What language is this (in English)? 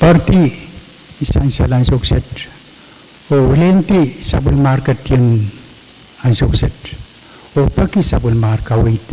Pohnpeian